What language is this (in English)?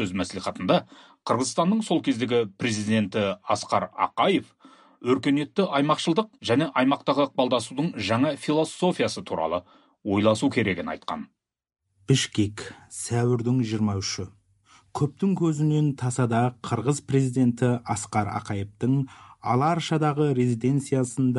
Kazakh